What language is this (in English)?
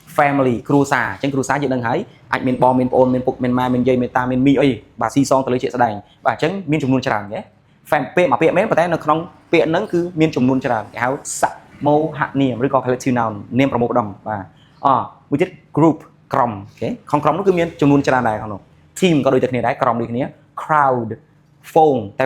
Khmer